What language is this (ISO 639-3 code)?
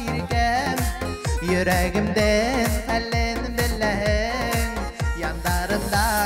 bak